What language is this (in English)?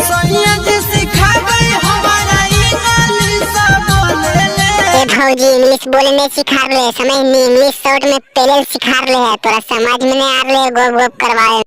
Magahi